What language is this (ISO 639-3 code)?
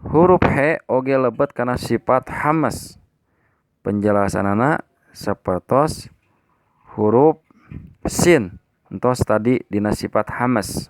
sun